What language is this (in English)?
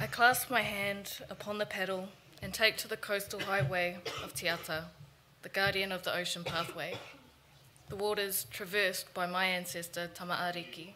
Māori